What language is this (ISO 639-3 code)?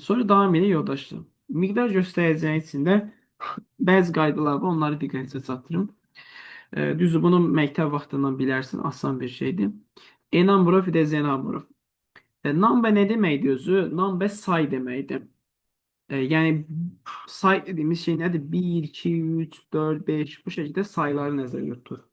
aze